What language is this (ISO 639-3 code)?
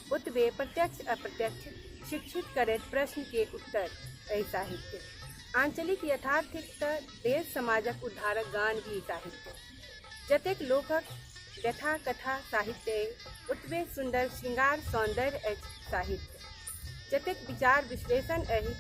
mai